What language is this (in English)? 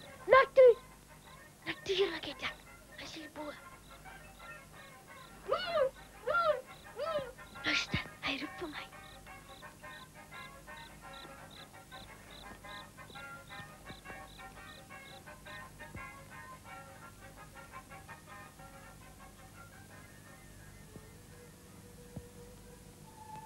Afrikaans